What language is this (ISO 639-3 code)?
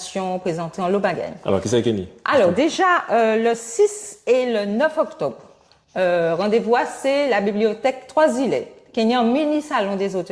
gcf